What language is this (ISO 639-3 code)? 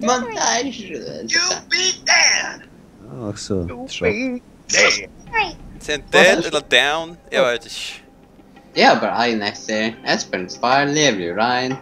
fao